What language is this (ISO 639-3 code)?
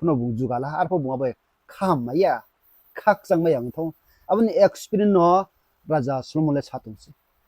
ria